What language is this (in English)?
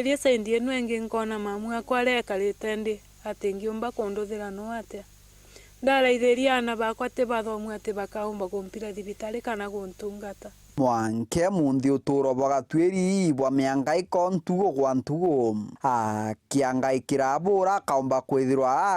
Meru